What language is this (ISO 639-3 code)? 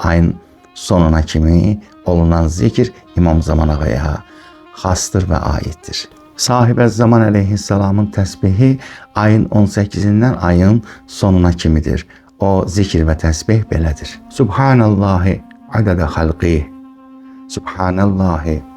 aze